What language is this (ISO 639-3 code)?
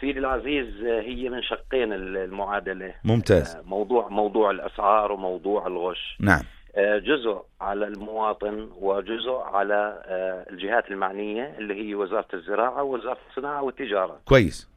apc